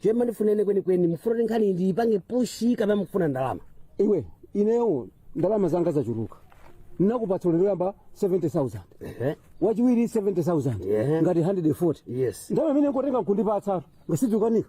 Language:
Nyanja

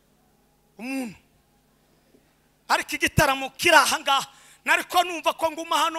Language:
Kinyarwanda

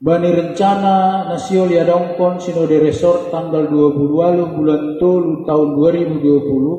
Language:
Batak Simalungun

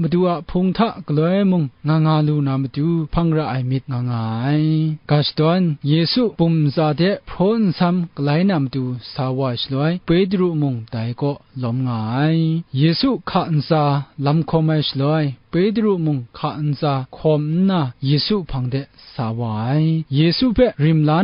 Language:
Kachin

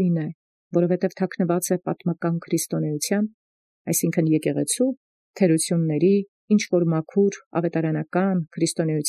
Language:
Armenian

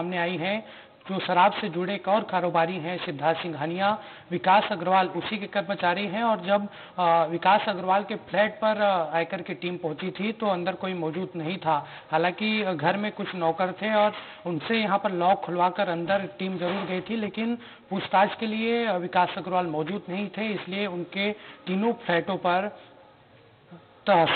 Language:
Hindi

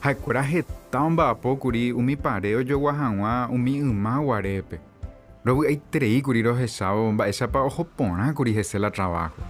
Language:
Guarani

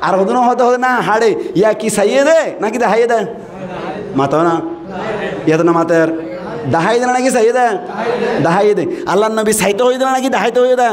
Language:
Rohingya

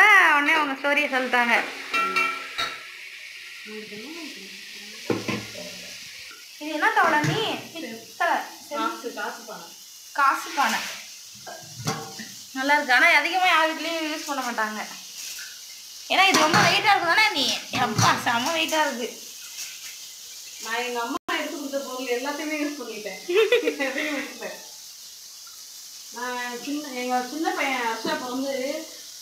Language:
Tamil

